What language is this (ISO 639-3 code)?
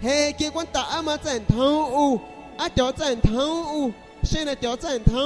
azg